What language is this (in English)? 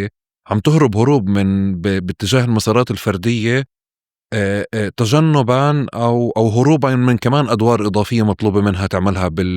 North Levantine Arabic